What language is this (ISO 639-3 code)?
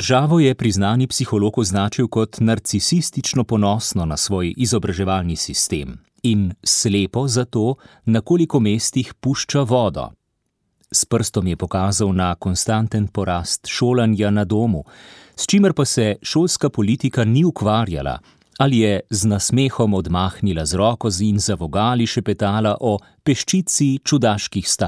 slv